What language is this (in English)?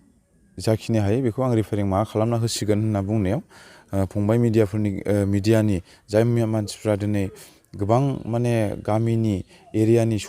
Bodo